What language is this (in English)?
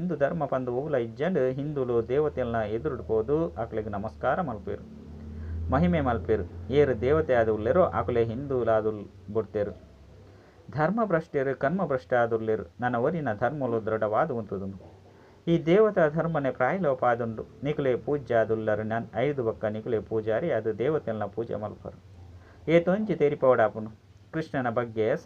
Tulu